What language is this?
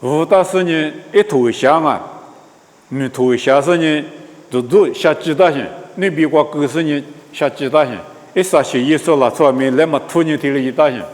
Lisu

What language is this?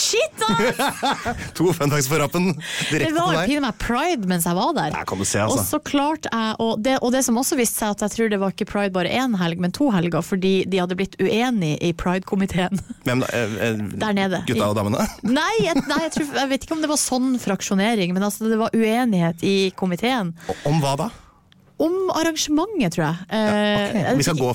Norwegian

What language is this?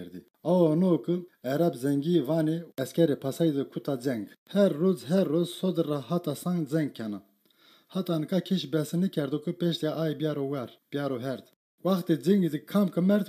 Zaza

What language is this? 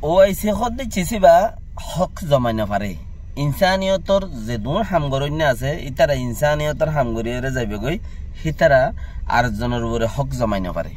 Rohingya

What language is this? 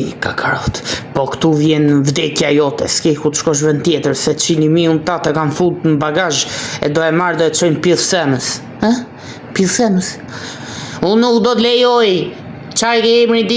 Albanian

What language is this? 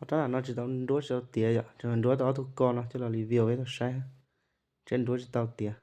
Hmong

